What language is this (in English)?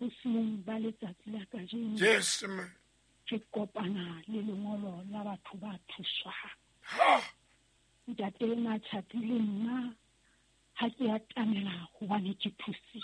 Southern Sotho